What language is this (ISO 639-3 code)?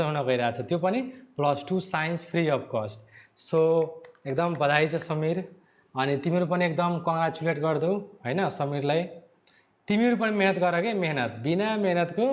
nep